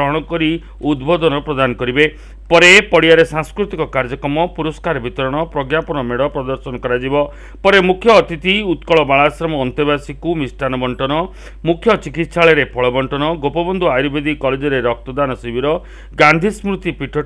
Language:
Odia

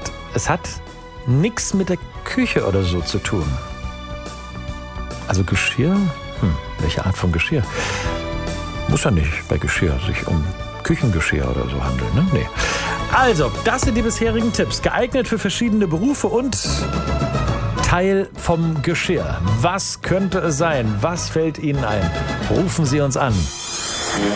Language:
German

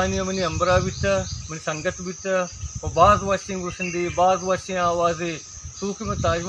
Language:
Baluchi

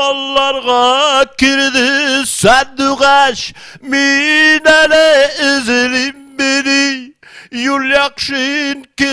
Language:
Bashkir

